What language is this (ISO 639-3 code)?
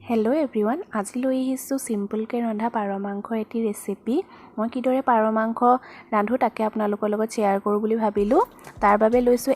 asm